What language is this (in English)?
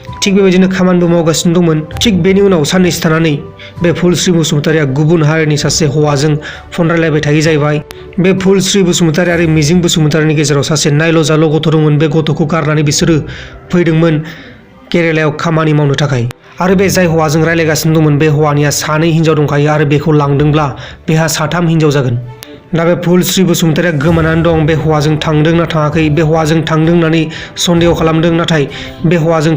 Bodo